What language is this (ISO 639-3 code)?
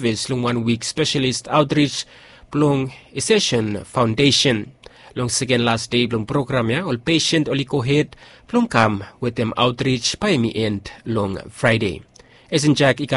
bis